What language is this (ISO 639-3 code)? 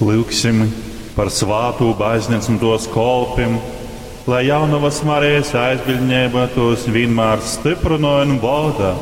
ltg